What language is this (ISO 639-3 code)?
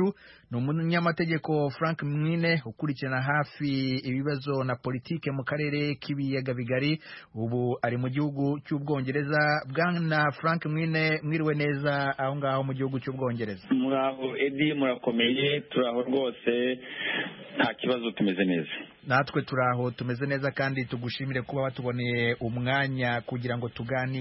kin